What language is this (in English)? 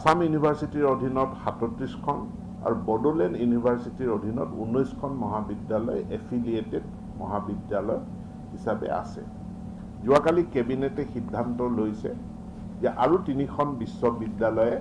Assamese